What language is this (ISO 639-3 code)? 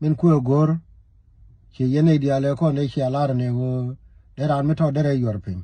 nus